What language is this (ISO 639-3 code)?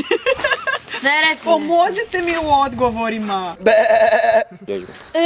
hrv